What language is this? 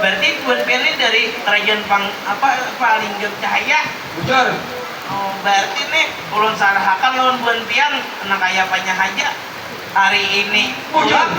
Banjar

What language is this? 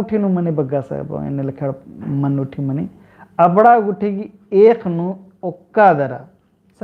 Kurukh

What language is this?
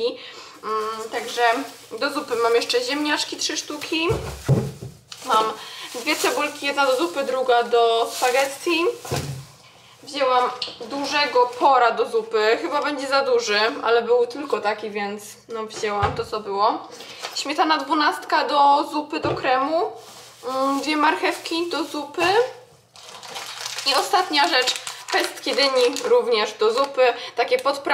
Polish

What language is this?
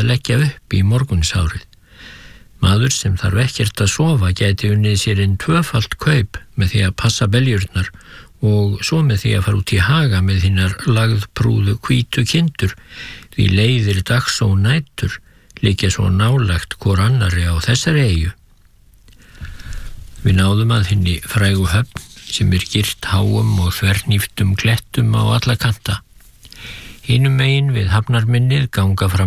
Icelandic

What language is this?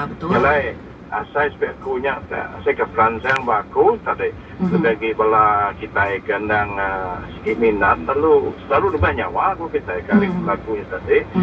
Iban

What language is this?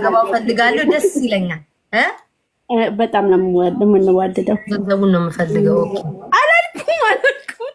Amharic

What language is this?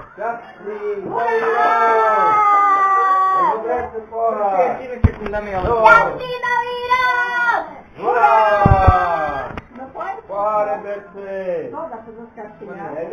Slovak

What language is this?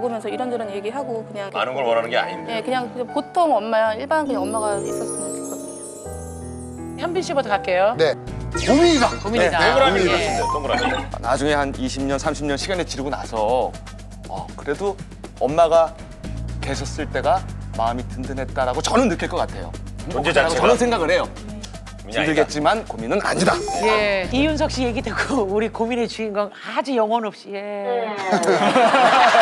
Korean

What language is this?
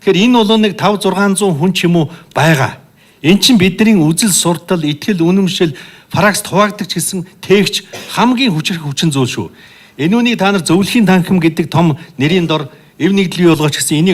Mongolian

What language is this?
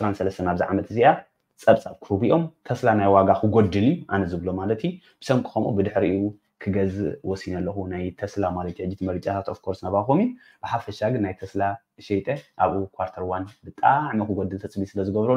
Tigrinya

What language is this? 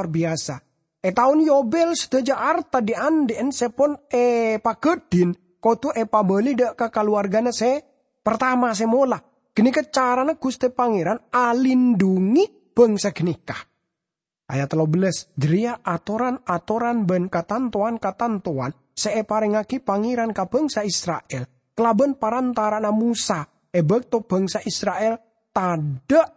Madurese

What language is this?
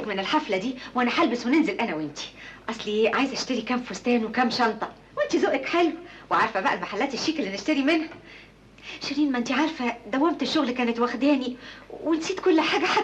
Egyptian Arabic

